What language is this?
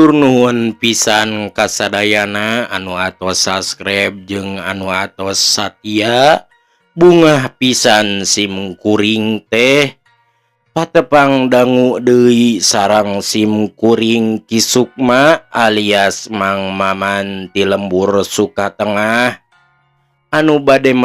Sundanese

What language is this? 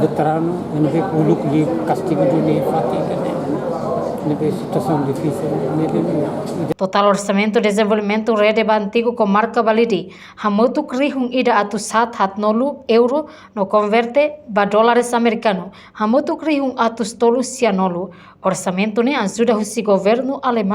Tetum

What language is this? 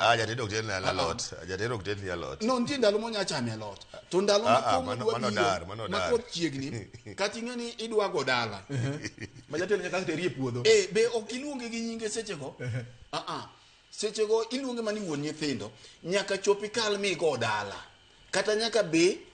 Luo (Kenya and Tanzania)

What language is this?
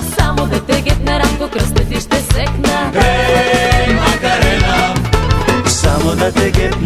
Bulgarian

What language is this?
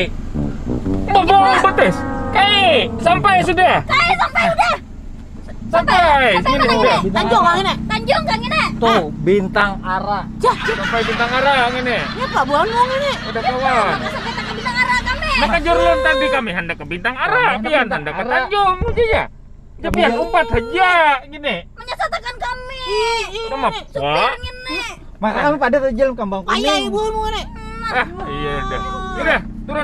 Banjar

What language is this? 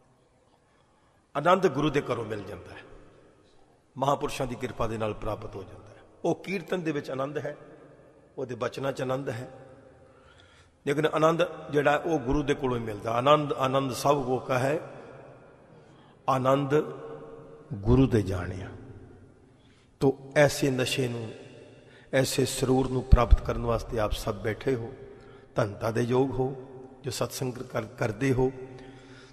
Punjabi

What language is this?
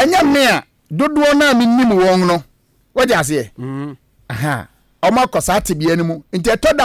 Akan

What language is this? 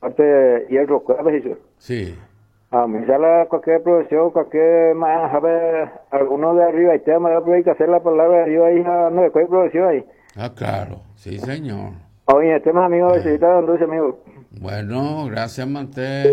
Guarani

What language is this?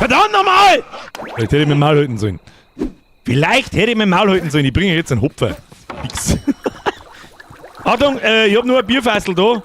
Bavarian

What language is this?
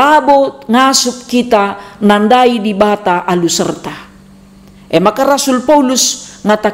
Batak Karo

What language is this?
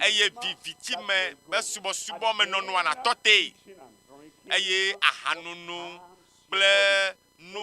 Ewe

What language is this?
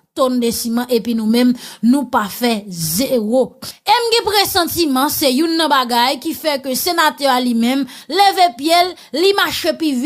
Haitian Creole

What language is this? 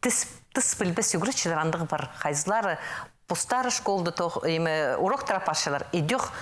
Khakas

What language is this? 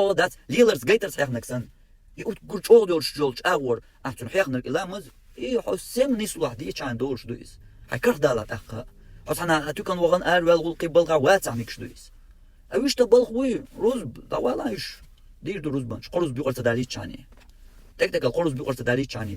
Chechen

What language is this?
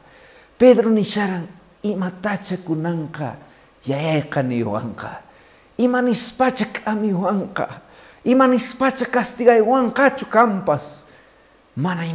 Quechua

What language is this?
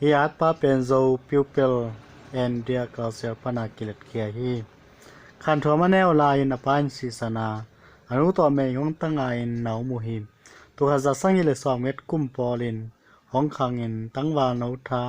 Tedim Chin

